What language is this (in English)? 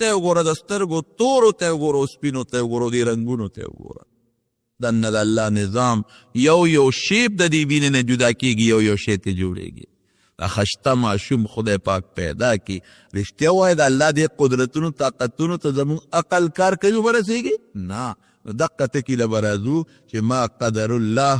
Pashto